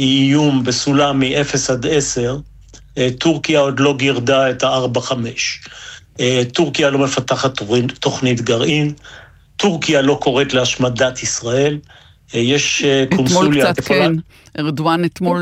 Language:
Hebrew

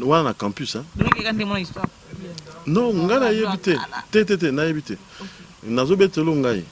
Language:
Lingala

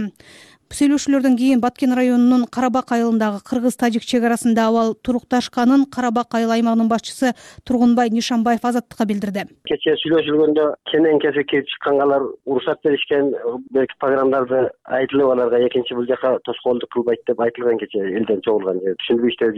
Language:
Kyrgyz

